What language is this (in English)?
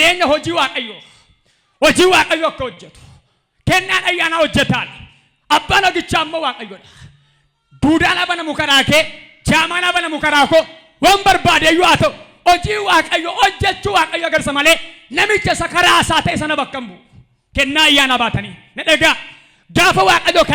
Oromo